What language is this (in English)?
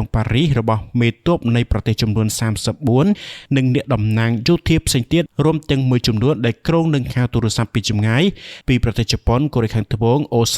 Khmer